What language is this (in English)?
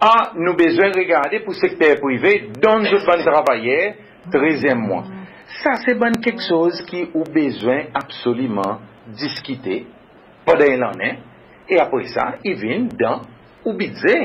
Seselwa Creole French